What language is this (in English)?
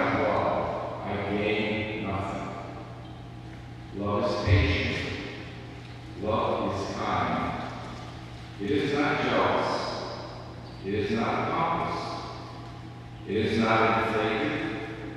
English